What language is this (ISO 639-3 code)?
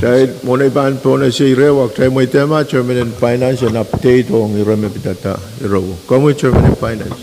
pon